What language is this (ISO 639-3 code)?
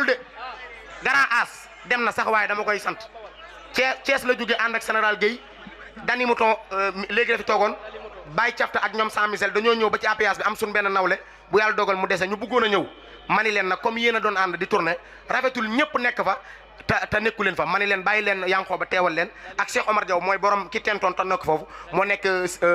wol